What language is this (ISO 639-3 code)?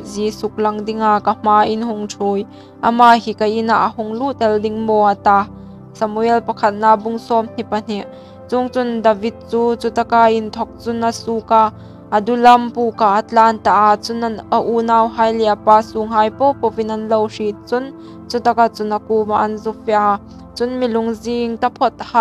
hmr